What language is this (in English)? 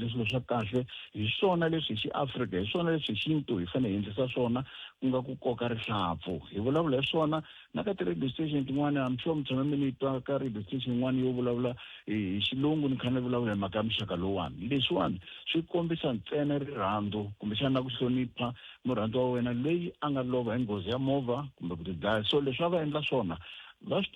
Tsonga